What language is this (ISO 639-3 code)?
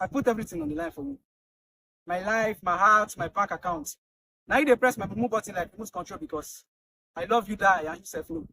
pcm